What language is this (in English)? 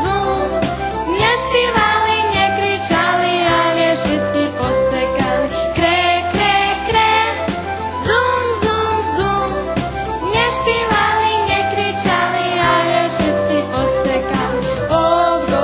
Rusyn